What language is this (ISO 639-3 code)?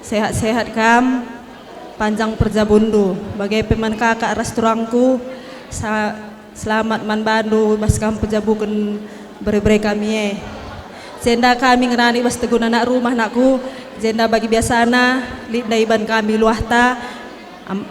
btx